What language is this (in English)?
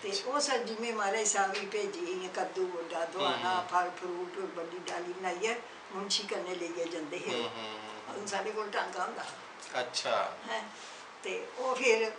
Dogri